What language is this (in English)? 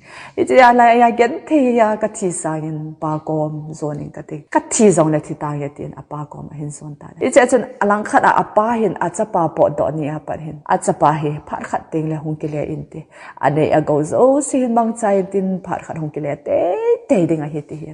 Thado Chin